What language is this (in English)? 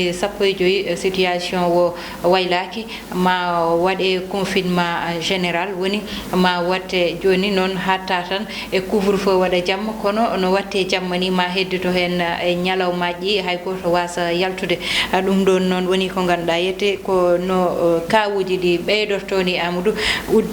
Fula